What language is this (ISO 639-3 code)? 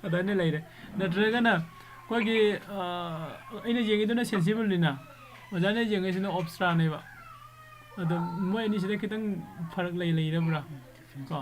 mni